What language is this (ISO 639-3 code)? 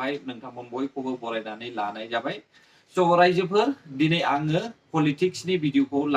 brx